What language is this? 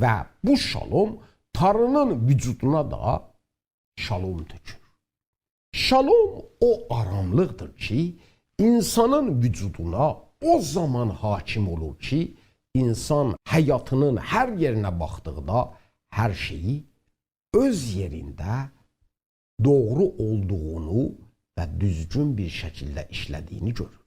South Azerbaijani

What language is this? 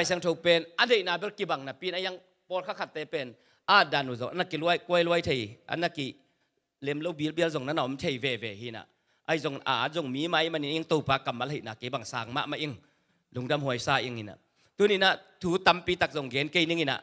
Tedim Chin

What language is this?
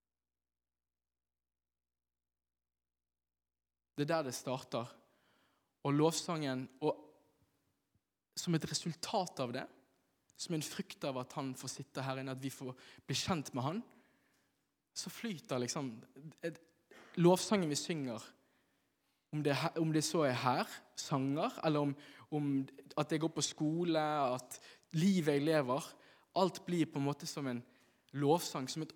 Norwegian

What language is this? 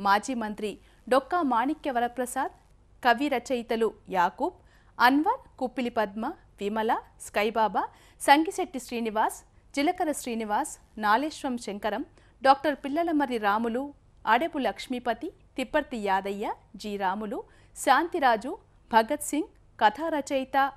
Telugu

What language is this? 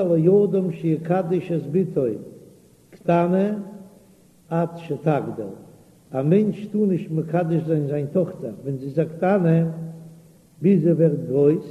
Yiddish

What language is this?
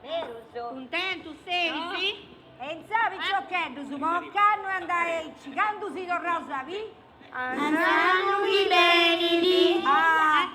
Sardinian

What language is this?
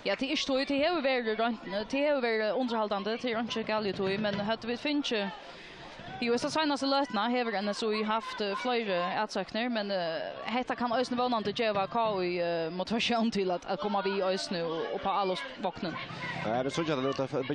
Faroese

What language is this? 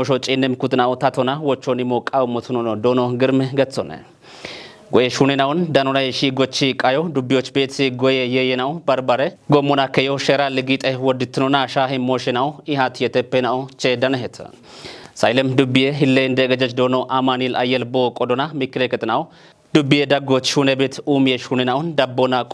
Kafa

